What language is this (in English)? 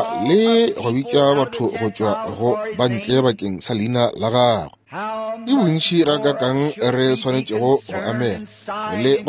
Northern Sotho